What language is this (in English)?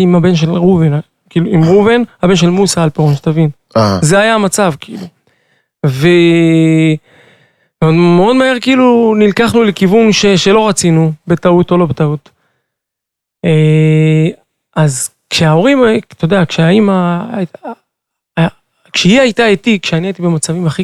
Hebrew